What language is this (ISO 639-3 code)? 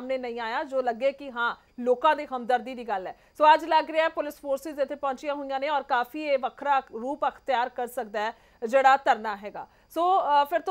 pan